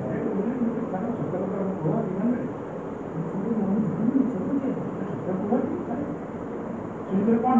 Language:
Odia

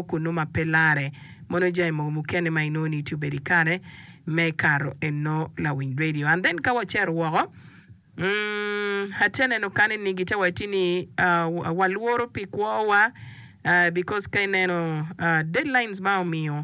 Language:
Acoli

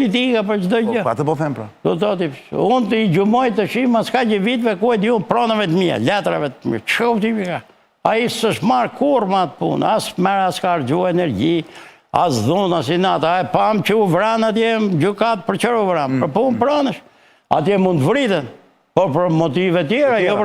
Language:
Albanian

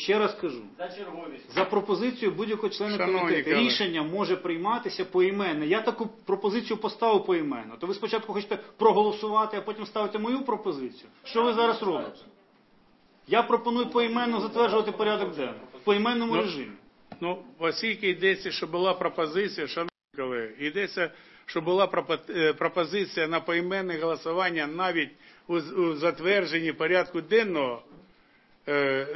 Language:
Ukrainian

